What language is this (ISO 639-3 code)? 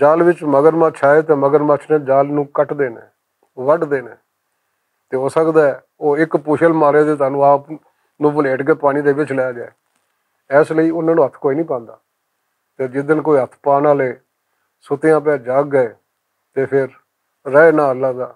lah